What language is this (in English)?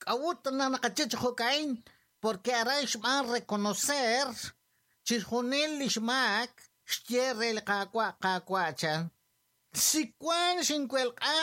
Kekchí